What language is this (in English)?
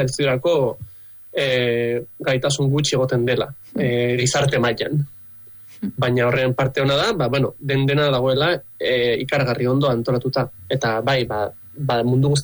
Basque